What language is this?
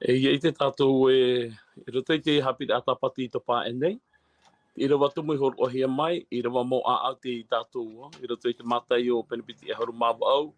Tahitian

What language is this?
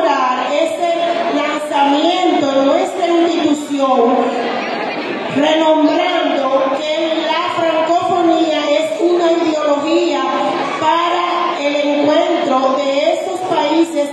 Spanish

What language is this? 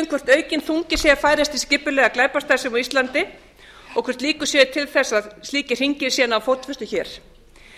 Icelandic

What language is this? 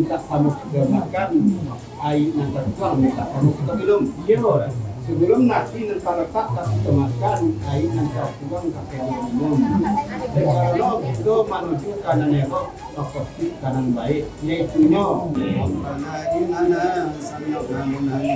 Minangkabau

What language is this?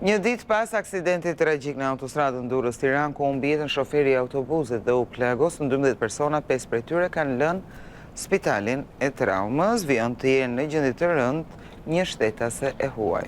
Albanian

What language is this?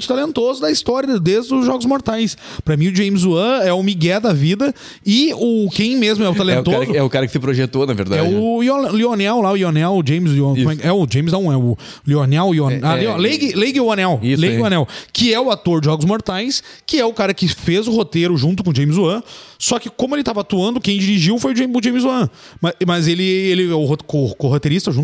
Portuguese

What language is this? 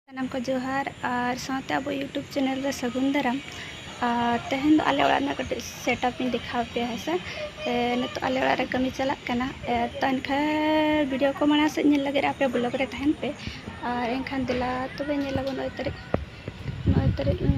Santali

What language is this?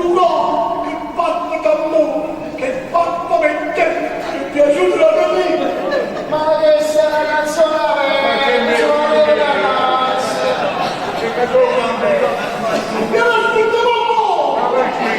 Neapolitan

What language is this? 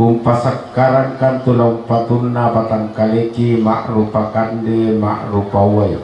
Toraja-Sa'dan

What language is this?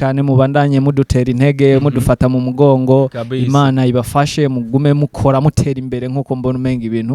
Rundi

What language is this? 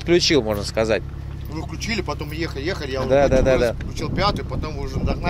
Russian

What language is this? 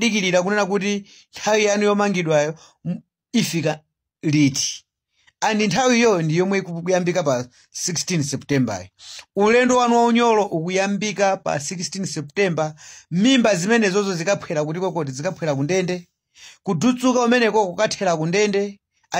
Nyanja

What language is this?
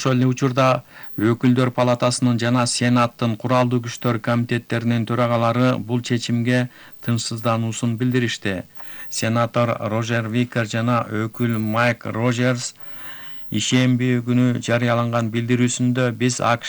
Kyrgyz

